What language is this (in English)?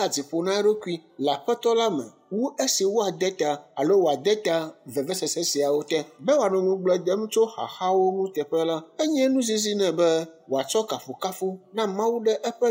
Ewe